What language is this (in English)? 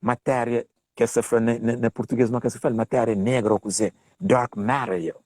Kabuverdianu